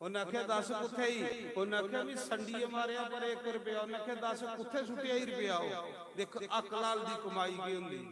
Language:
Dogri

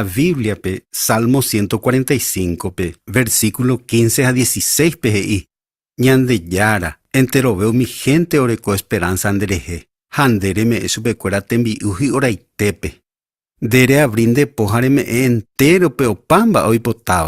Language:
Guarani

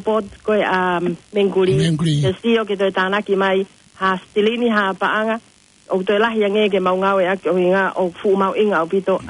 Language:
Tongan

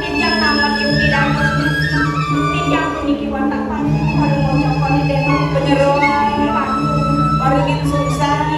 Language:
Balinese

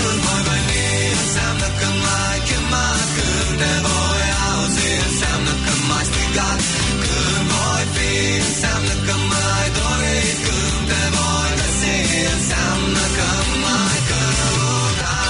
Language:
Romanian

